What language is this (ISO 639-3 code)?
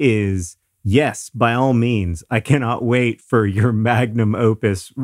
eng